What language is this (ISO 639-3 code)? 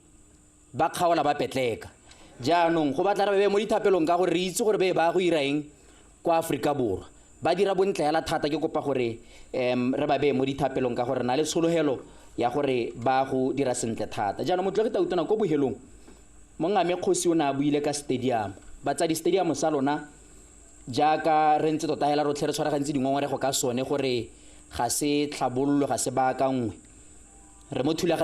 tsn